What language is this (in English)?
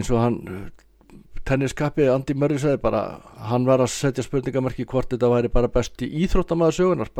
Icelandic